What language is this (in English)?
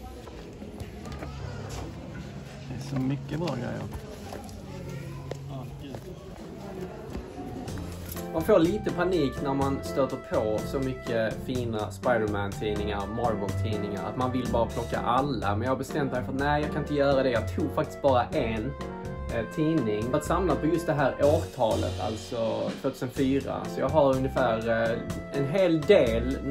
Swedish